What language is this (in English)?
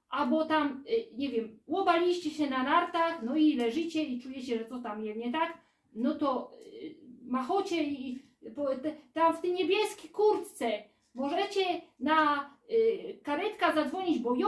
Silesian